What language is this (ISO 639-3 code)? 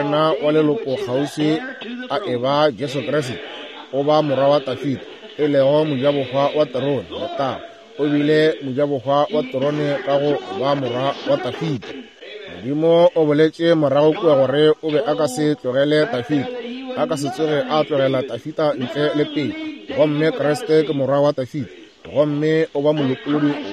nso